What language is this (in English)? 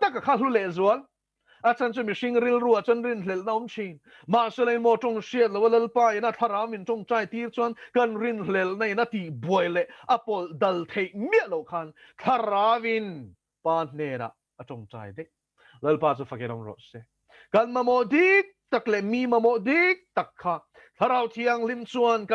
Mizo